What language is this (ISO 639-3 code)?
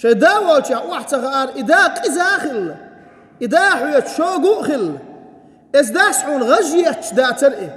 che